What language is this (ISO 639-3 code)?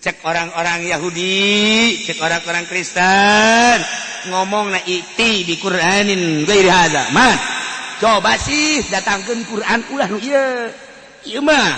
sun